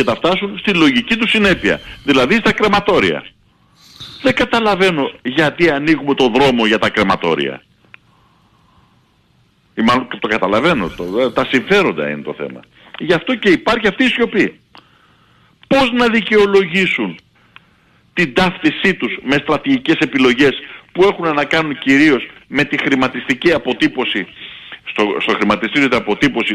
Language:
Greek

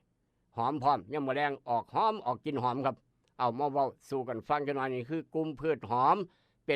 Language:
Northeastern Thai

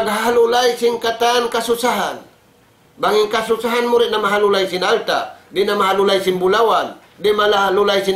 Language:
Tausug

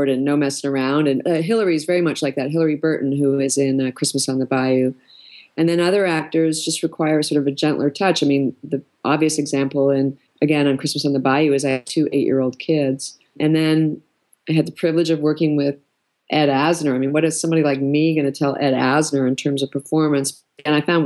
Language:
English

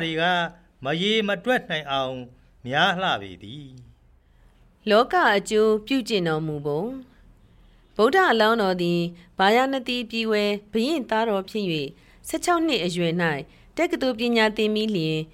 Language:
Burmese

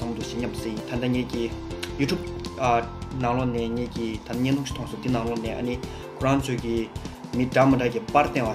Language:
Tibetan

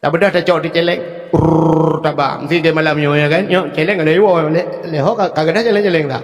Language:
Achinese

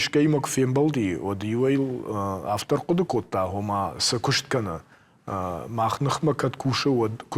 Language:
Ossetic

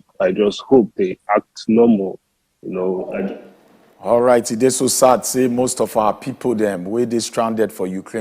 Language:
Nigerian Pidgin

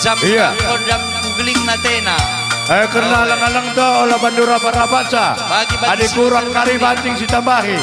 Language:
Batak Karo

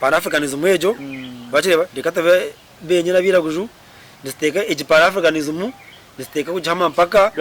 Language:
Nyankole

